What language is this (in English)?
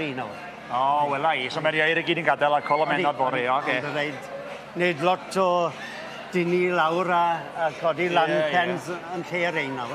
Welsh